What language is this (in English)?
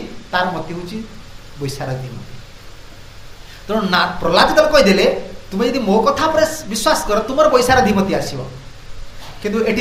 Odia